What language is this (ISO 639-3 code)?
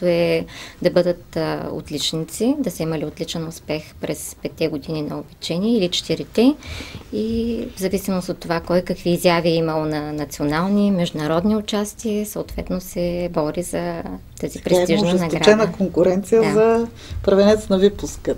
bul